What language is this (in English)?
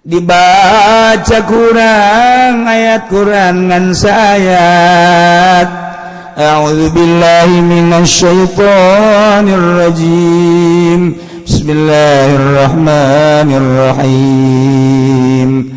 Sundanese